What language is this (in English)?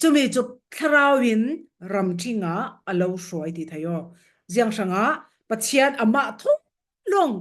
Falam Chin